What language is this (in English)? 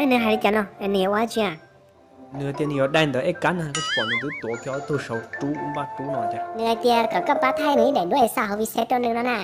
Hmong